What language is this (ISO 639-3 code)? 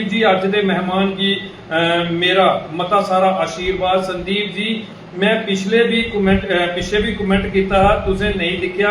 doi